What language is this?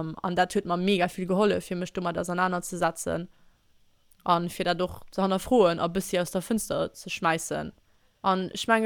Luxembourgish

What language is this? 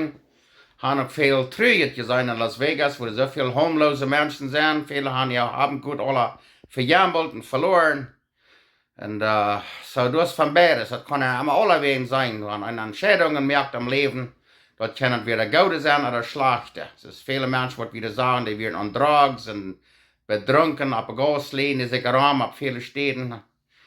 Plautdietsch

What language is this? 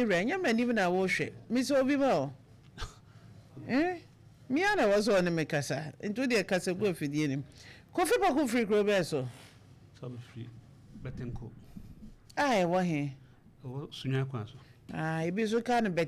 Akan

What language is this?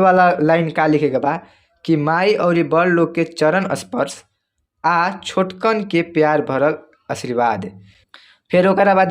Bhojpuri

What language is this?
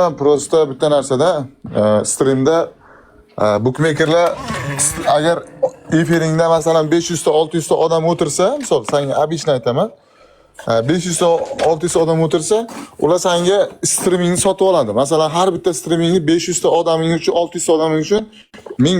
Uzbek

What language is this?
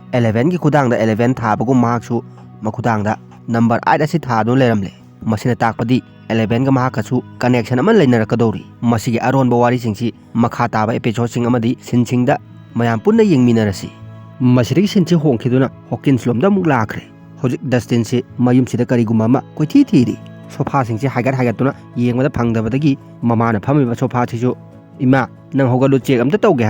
Manipuri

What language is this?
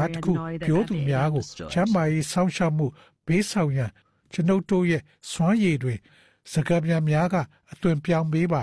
Burmese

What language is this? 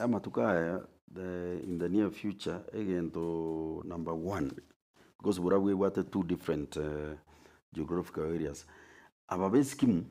Gusii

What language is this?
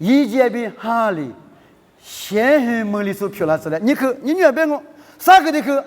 Lisu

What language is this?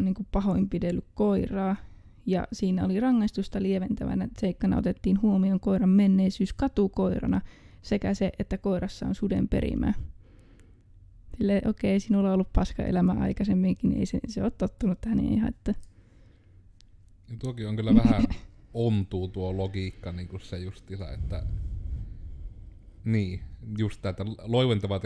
Finnish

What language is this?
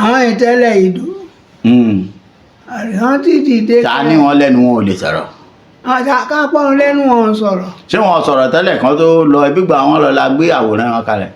Yoruba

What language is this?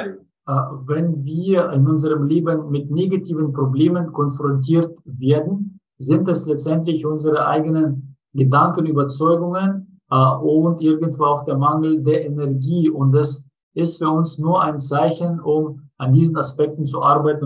German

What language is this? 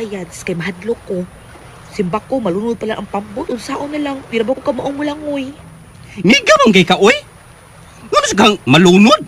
Cebuano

